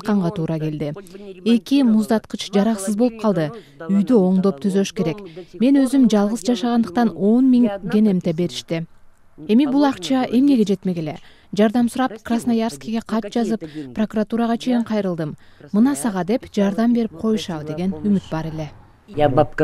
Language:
Kyrgyz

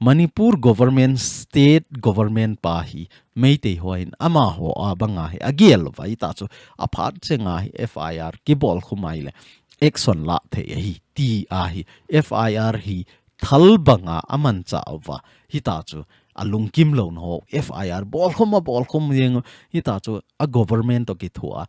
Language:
Thado Chin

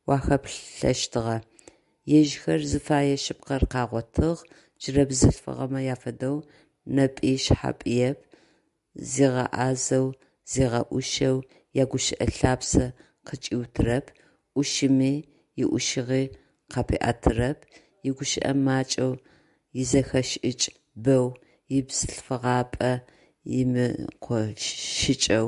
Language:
Adyghe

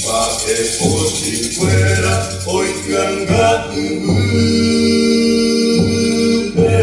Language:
Guarani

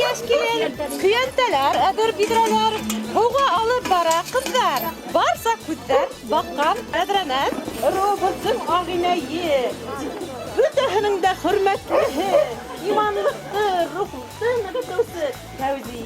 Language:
Bashkir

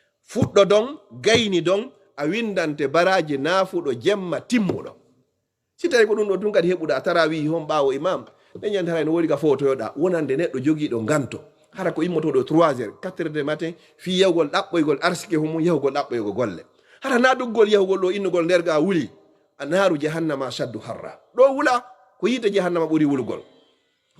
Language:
Fula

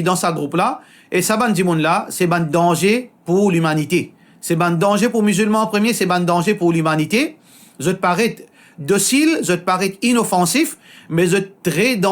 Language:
Morisyen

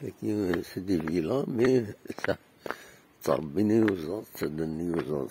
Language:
Kabyle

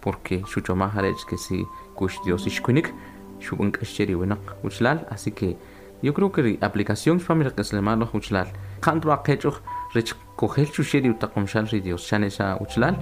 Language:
Kʼicheʼ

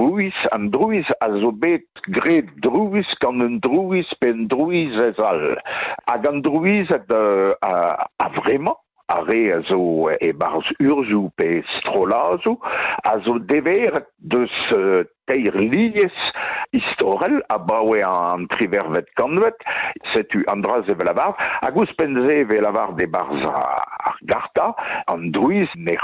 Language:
Breton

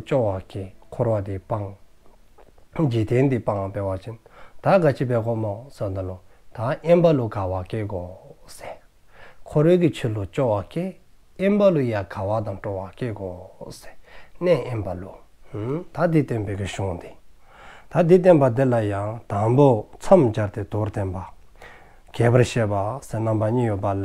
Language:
Dzongkha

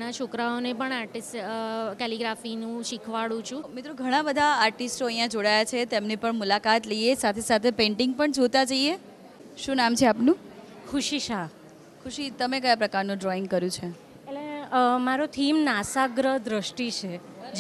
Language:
Gujarati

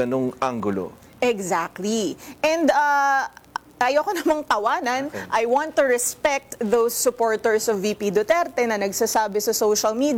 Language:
Filipino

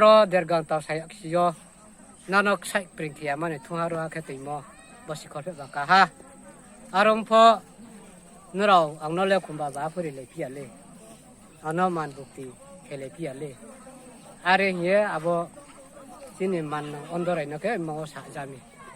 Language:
Riang (India)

